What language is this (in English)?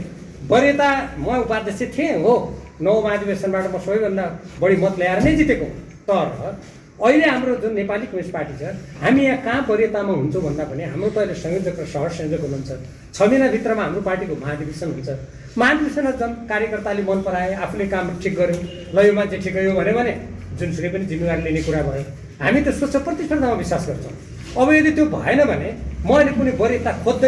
Nepali